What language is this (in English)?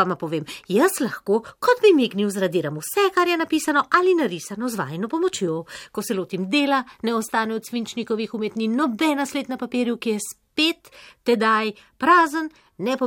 Slovenian